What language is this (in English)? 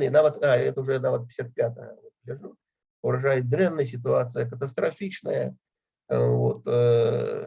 Belarusian